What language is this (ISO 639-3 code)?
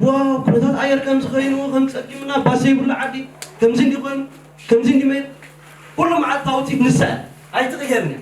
tir